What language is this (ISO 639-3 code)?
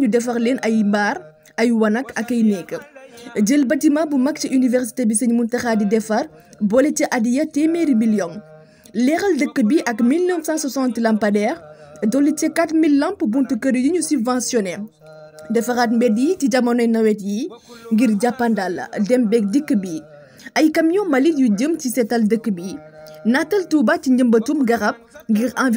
wol